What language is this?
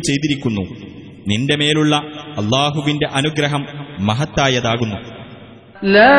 Malayalam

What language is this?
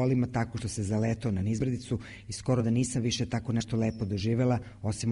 Serbian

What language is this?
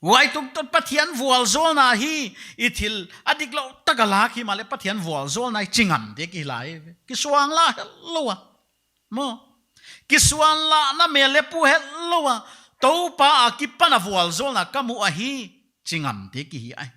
Paite Chin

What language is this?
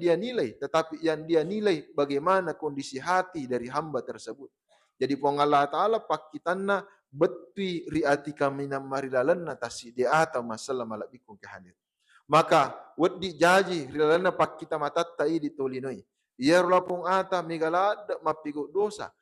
Buginese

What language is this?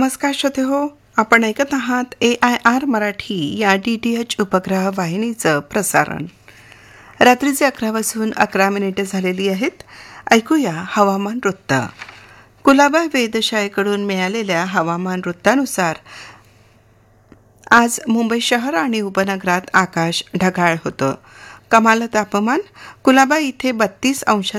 Marathi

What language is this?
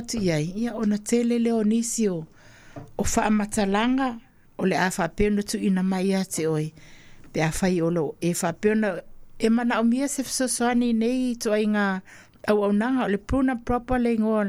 Samoan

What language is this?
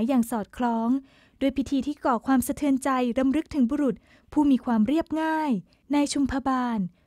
Thai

